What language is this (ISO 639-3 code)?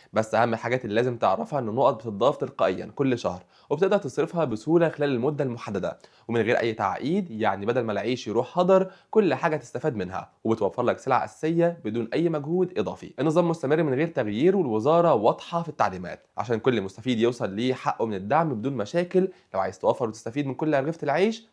arz